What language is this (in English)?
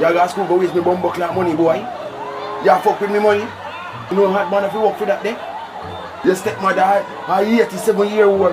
Jamaican Creole English